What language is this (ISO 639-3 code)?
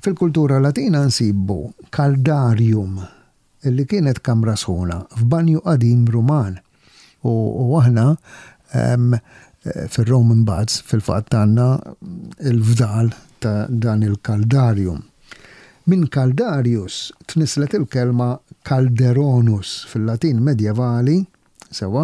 mlt